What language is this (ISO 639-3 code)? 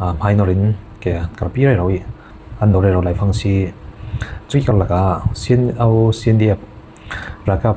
cfm